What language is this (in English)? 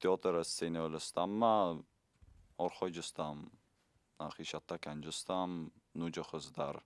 Ossetic